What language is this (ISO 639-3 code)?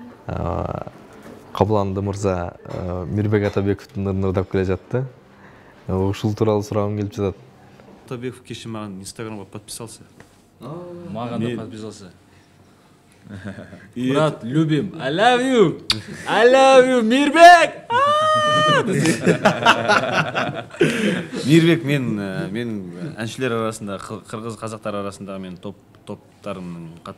kaz